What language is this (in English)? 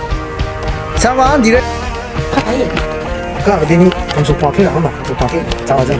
Rawang